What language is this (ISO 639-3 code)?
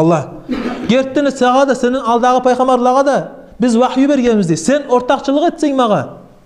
kum